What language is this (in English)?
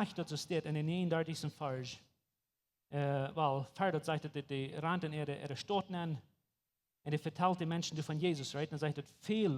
Plautdietsch